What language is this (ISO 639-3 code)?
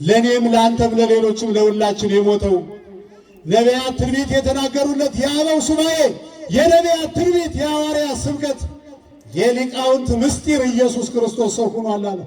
amh